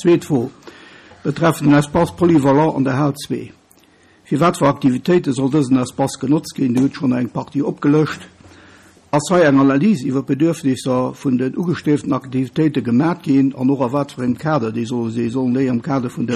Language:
Luxembourgish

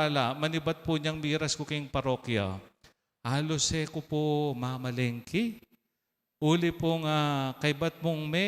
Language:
Pampanga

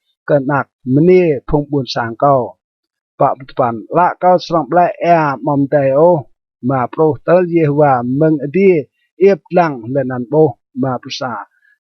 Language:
Rade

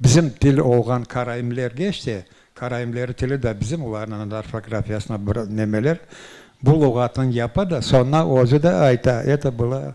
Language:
Crimean Tatar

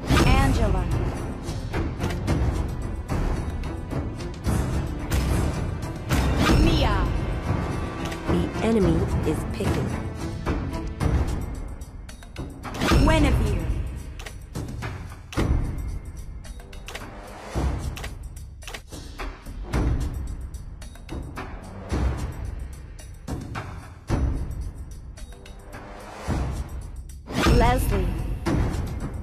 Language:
English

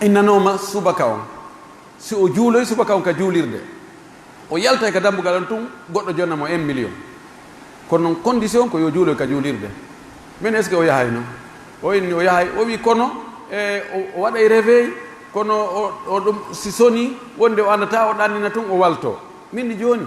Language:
Pular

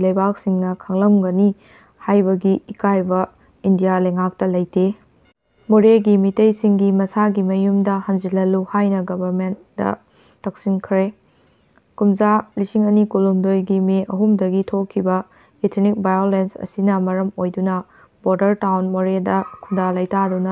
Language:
Manipuri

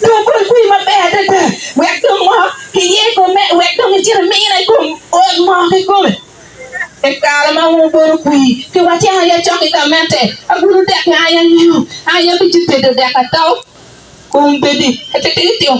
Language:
Acoli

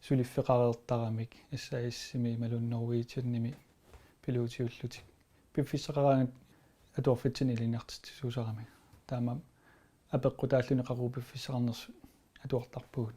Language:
Kalaallisut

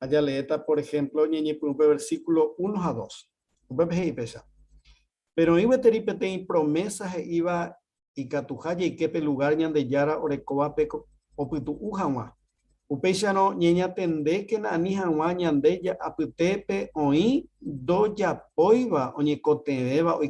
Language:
Guarani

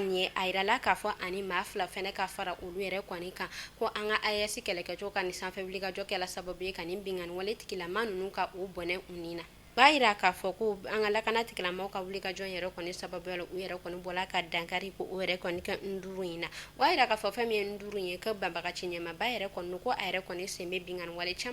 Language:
Bambara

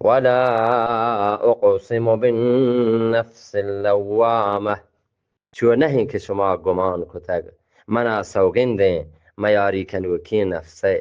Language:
Eastern Balochi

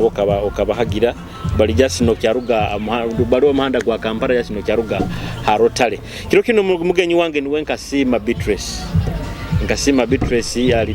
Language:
Nyoro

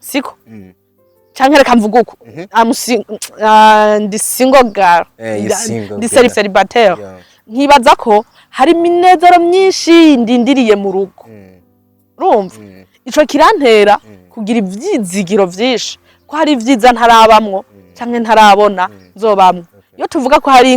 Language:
Rundi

